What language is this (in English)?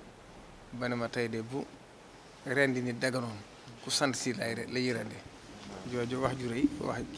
Wolof